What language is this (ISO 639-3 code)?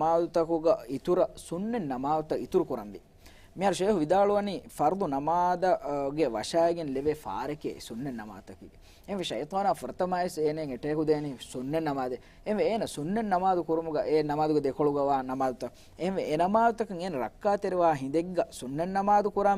div